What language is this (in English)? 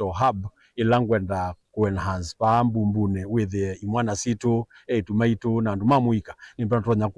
Kamba